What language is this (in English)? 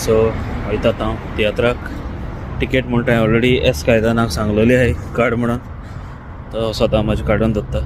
Konkani